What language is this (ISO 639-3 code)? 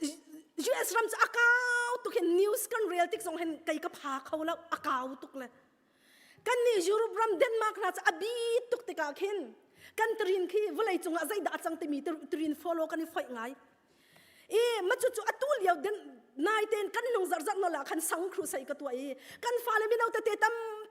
cnh